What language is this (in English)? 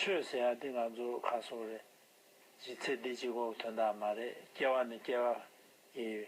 Tibetan